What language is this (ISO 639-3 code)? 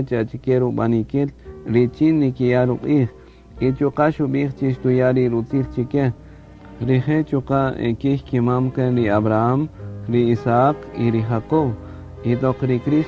cak